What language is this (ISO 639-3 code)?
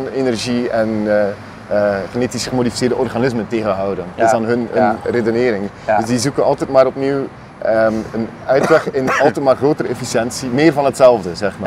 nld